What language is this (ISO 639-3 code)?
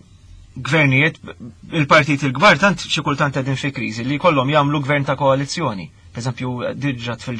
mlt